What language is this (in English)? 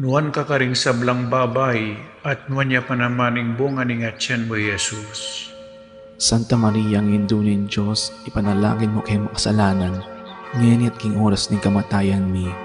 Pampanga